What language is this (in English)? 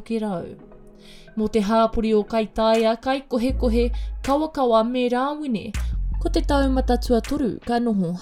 Māori